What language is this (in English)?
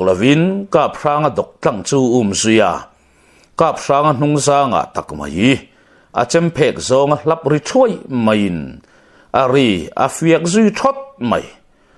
Mizo